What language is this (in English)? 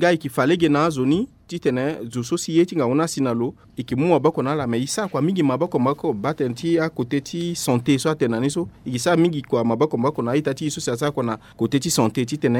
Sango